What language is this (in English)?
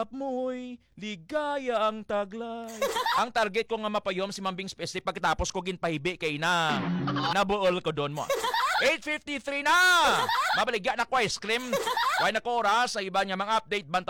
Hiligaynon